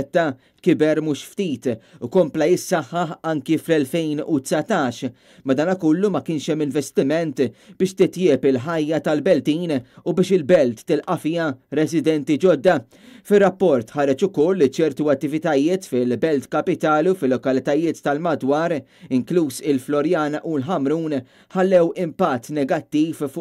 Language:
Maltese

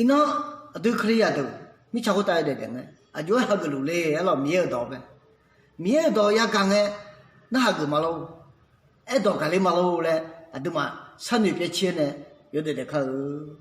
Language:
Akha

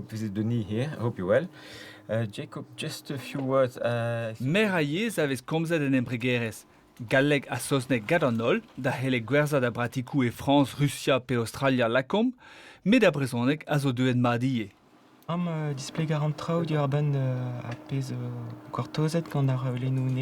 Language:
Breton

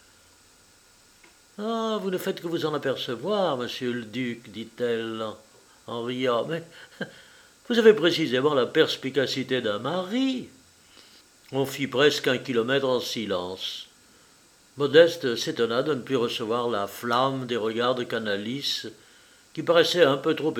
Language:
French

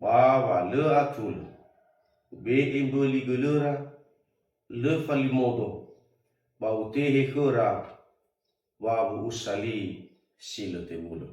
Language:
Nias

